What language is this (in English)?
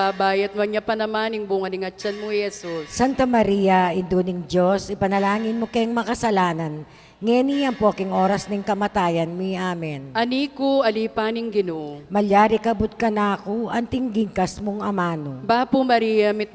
Pampanga